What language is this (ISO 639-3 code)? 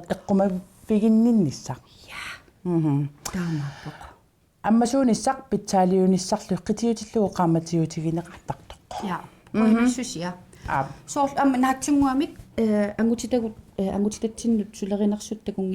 kal